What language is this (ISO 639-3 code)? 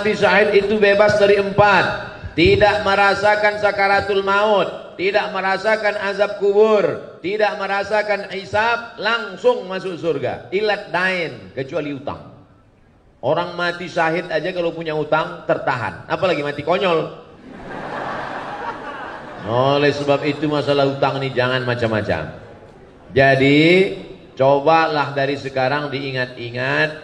ind